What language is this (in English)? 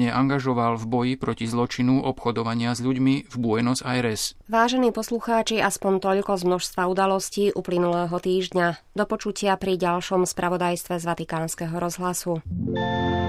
Slovak